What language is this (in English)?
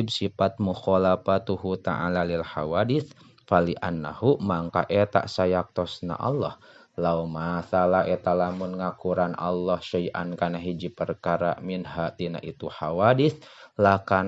Sundanese